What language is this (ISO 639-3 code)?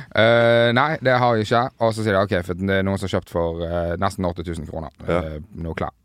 nor